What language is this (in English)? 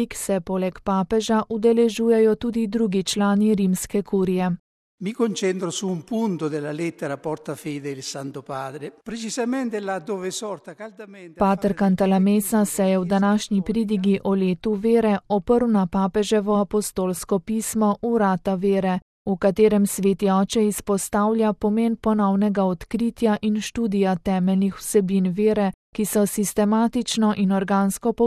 Slovenian